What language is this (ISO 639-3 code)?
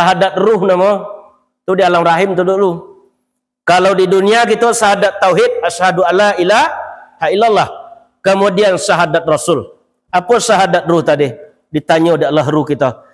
min